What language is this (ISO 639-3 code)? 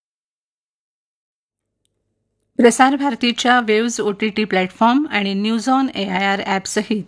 mar